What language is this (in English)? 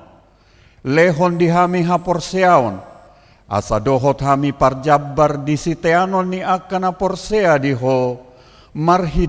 Batak Toba